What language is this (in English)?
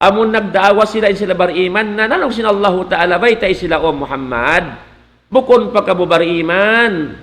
Tausug